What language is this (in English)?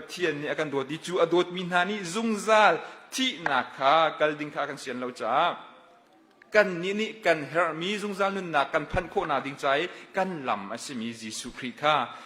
Hakha Chin